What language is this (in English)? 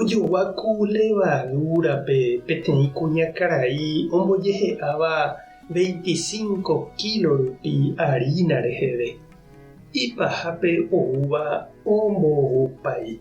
Guarani